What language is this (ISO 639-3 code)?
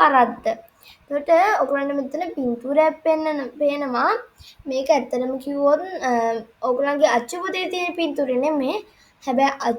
sin